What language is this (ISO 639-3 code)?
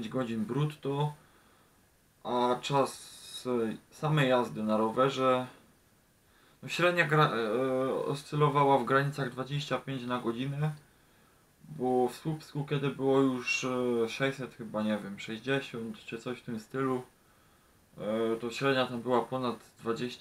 pol